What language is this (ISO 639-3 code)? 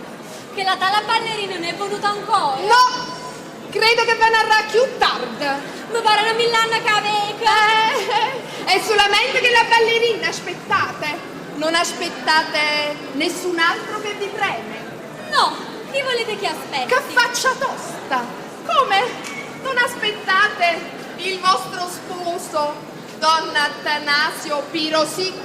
nap